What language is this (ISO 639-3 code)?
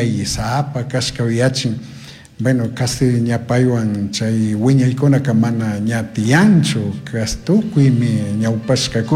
qug